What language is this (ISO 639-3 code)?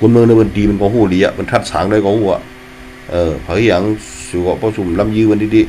shn